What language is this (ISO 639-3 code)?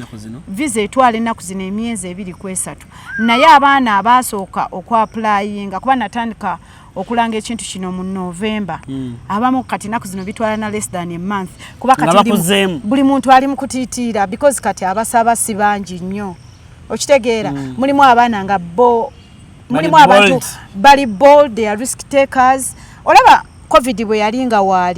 lug